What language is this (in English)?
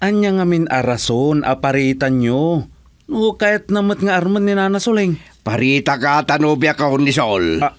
Iloko